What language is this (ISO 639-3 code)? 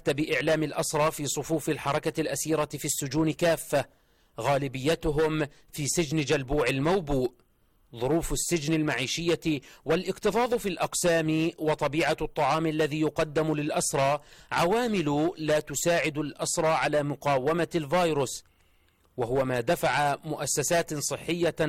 ara